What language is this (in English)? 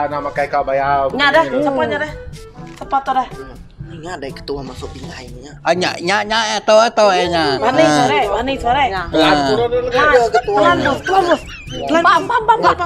Iban